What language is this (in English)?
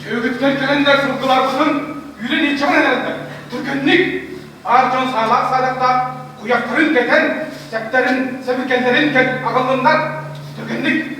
Yakut